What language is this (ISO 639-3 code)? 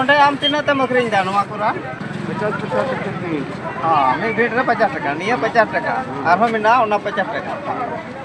sat